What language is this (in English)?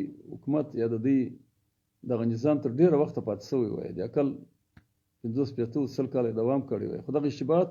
Pashto